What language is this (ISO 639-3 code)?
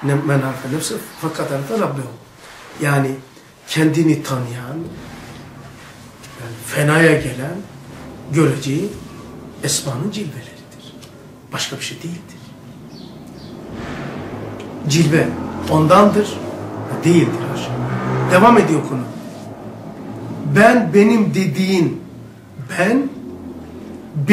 tur